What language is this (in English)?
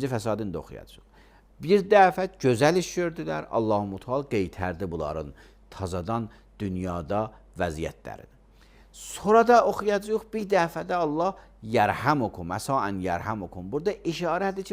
Azerbaijani